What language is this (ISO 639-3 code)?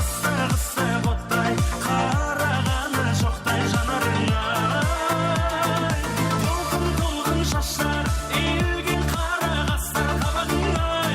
kaa